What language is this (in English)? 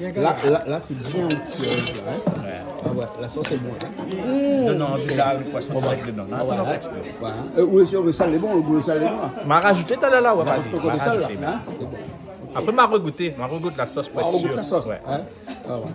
Réunion Creole French